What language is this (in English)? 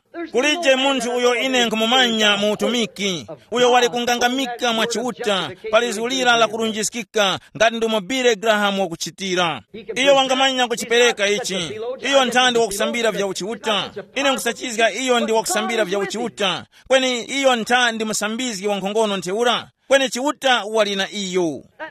Tumbuka